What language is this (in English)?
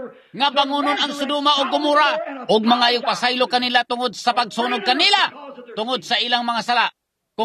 Cebuano